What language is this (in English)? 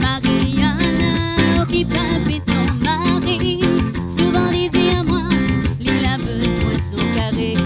Réunion Creole French